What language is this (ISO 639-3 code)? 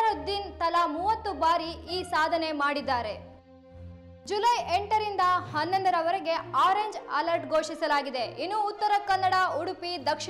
kan